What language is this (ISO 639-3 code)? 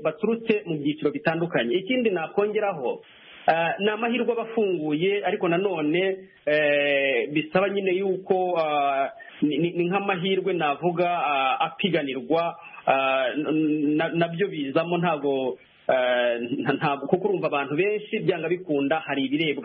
kin